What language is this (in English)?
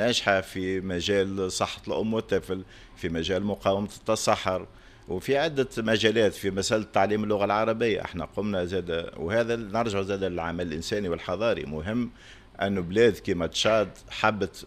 Tunisian Arabic